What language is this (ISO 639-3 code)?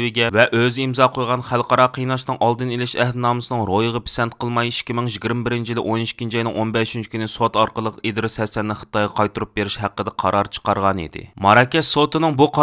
uig